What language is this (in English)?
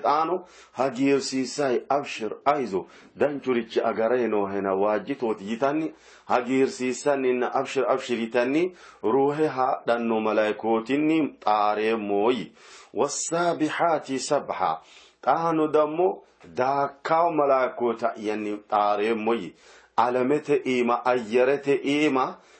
Sidamo